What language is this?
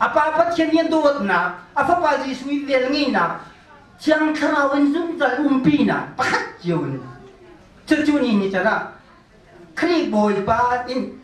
Hakha Chin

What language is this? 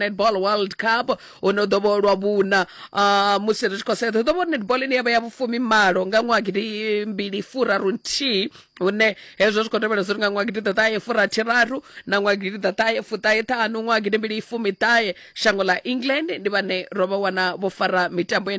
Venda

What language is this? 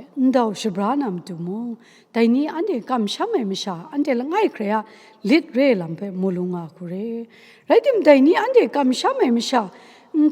Kachin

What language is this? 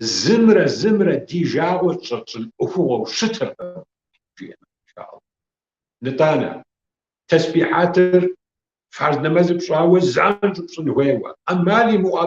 Kabardian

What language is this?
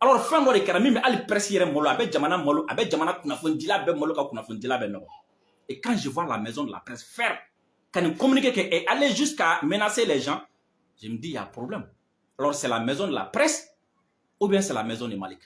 Bambara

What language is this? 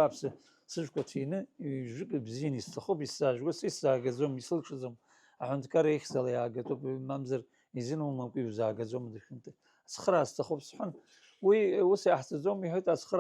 Abkhazian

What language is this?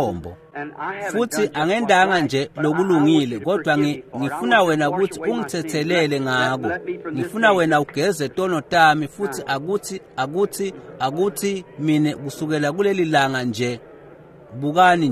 Swati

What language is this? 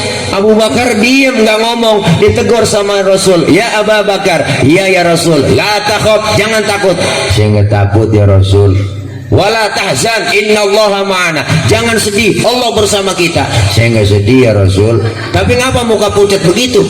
Betawi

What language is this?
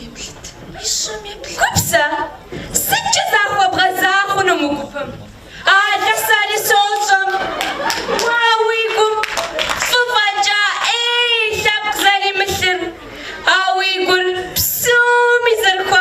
Kabardian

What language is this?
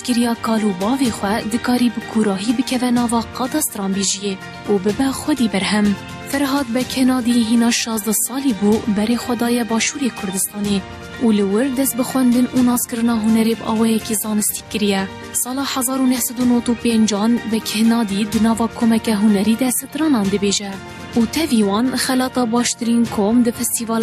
Kurdish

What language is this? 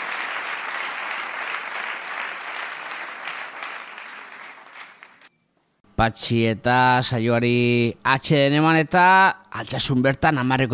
Basque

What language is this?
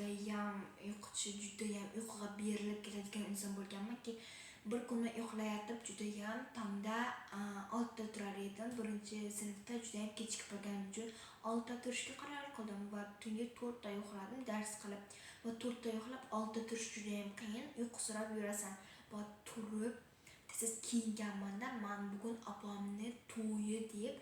Uzbek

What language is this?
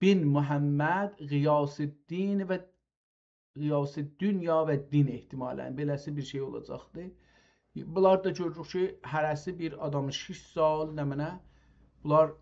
South Azerbaijani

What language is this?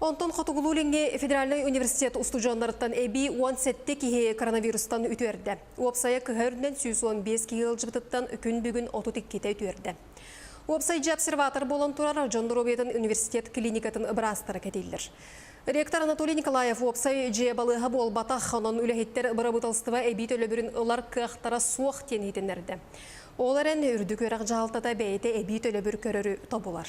Yakut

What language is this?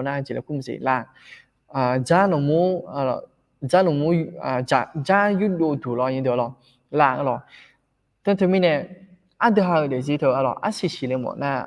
Akha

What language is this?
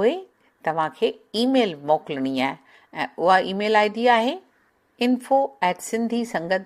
Sindhi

